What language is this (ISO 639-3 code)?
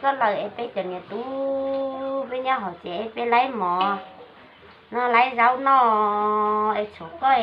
hmn